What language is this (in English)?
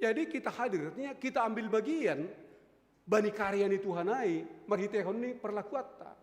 Batak Simalungun